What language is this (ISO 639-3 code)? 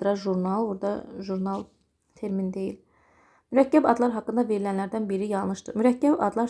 aze